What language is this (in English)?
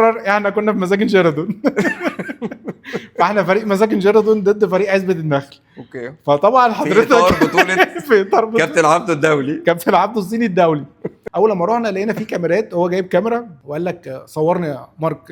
Egyptian Arabic